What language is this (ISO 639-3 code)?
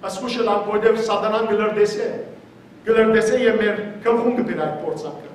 hyw